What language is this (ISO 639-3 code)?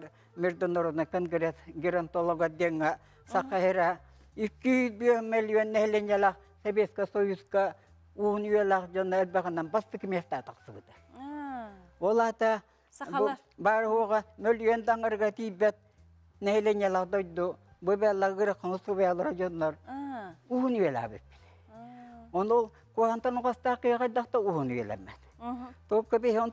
sah